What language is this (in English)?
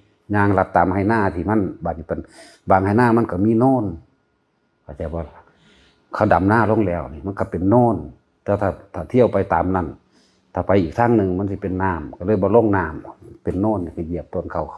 Northeastern Thai